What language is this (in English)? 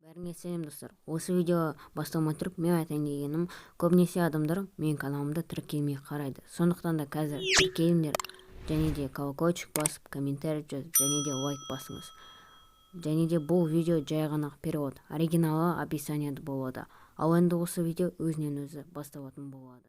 Kazakh